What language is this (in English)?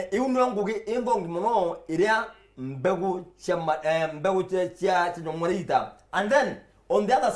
Meru